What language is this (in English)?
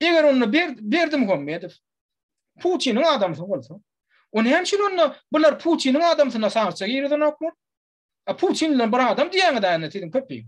Turkmen